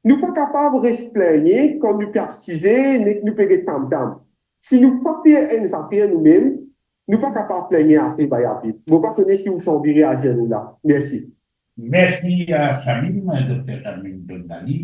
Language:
Morisyen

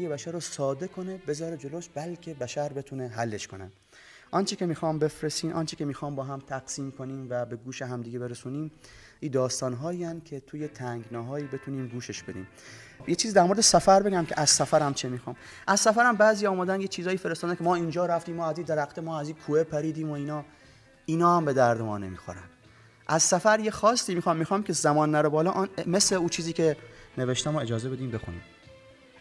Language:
Persian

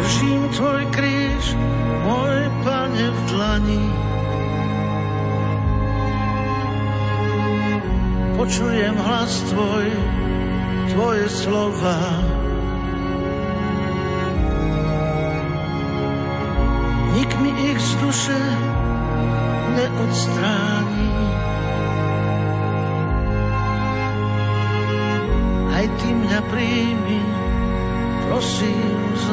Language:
Slovak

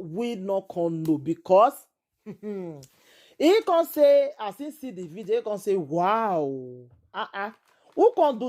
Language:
Nigerian Pidgin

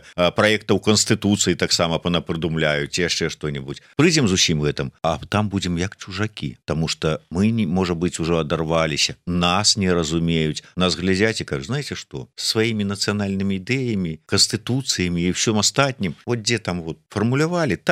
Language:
Belarusian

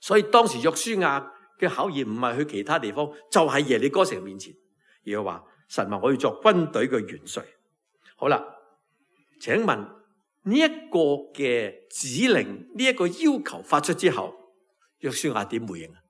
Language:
Cantonese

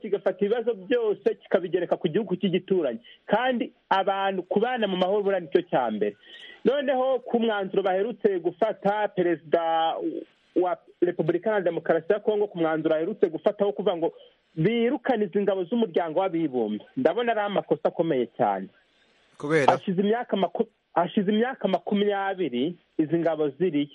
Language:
Kinyarwanda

